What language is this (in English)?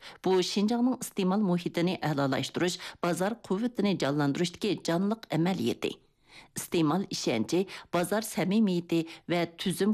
Uyghur